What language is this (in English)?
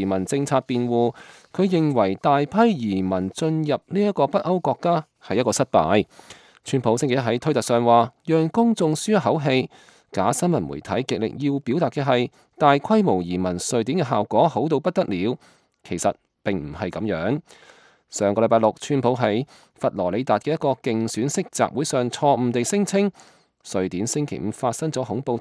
Cantonese